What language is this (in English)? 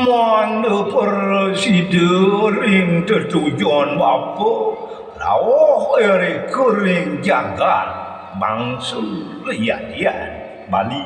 Balinese